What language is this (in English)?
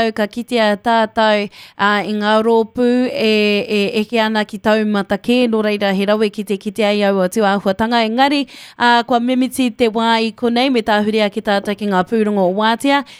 Māori